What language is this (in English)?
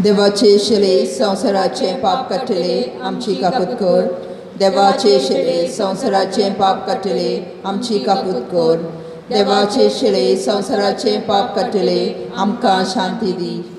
Konkani